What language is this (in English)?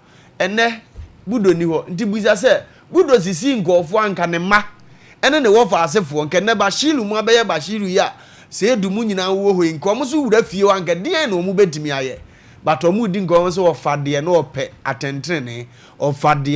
Akan